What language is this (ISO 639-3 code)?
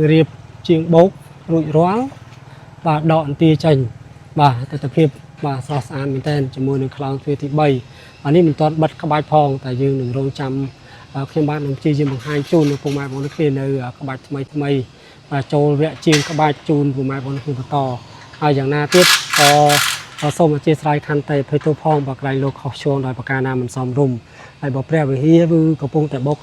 khm